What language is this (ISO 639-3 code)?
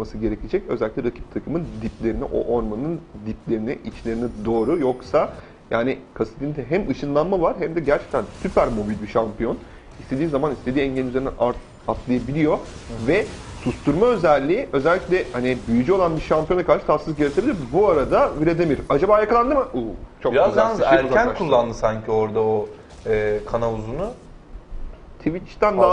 tur